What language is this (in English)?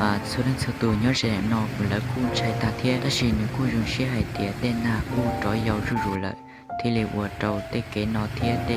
Hmong